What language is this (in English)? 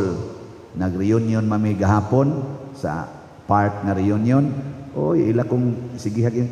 Cebuano